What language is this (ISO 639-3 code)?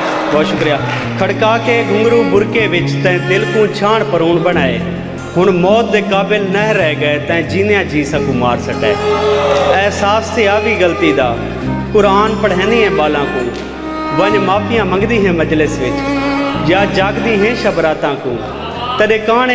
skr